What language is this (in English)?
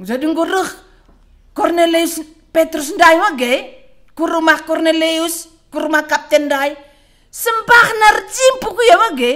Batak Karo